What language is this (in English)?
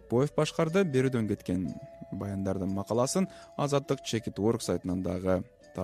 Kyrgyz